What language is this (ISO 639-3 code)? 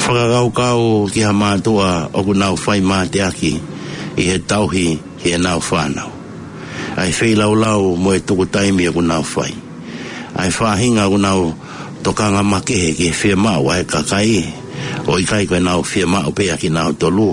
ton